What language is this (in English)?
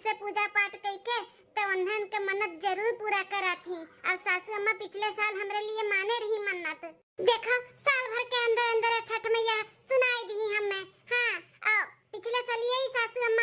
Awadhi